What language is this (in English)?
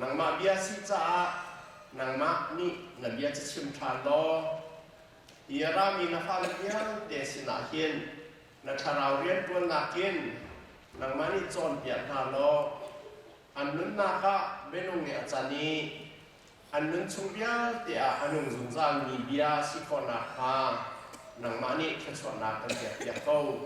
Hakha Chin